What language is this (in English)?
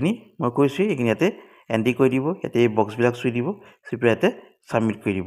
Assamese